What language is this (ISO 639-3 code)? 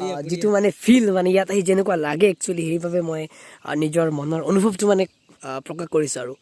asm